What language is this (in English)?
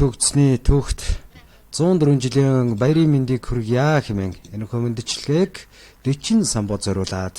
Mongolian